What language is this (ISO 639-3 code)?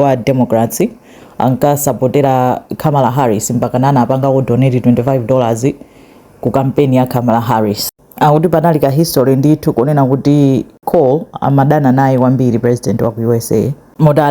nya